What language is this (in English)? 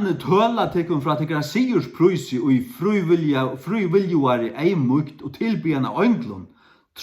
Faroese